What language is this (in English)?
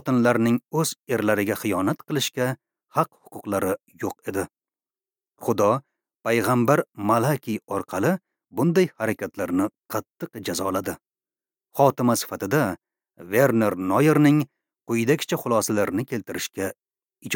Uzbek